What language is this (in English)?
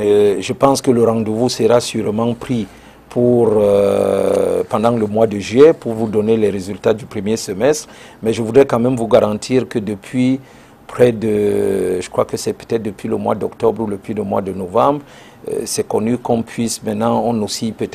French